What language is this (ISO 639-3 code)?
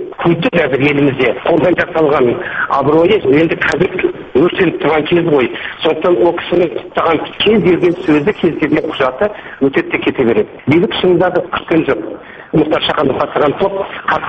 kaz